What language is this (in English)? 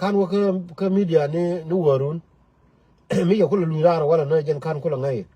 Nuer